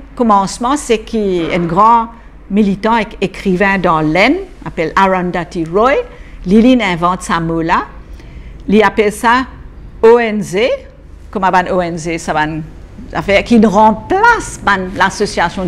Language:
Morisyen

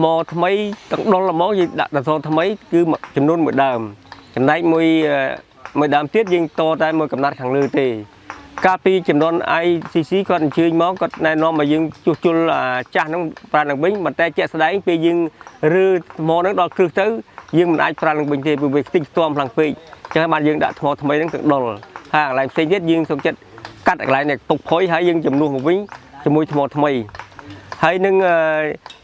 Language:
Khmer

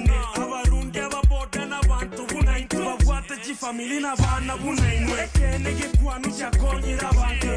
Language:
Gusii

